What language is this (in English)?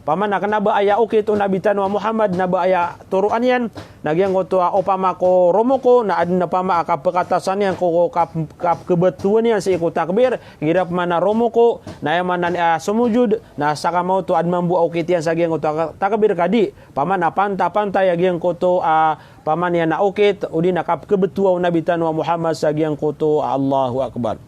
Maranao